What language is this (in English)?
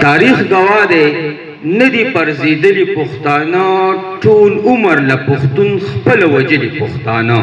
Pashto